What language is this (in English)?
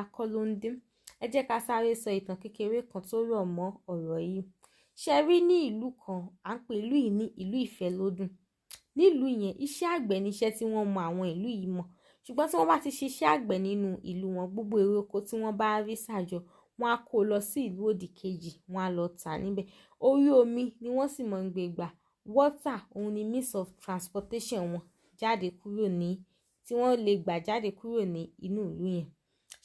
Yoruba